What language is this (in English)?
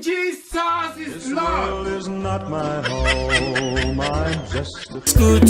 Nigerian Pidgin